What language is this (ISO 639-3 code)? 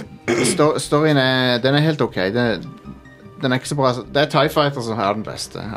nor